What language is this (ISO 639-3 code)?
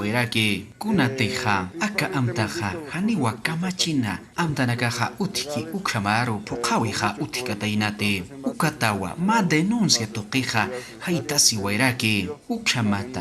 aym